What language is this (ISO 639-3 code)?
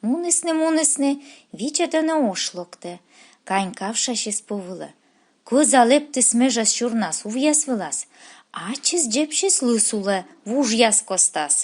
kom